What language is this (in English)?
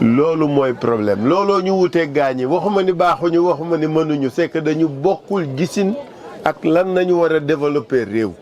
Wolof